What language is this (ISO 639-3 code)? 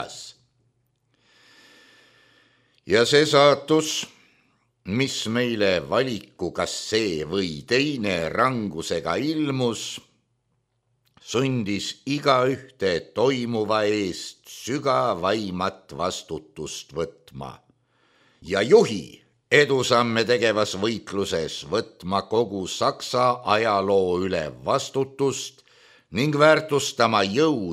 est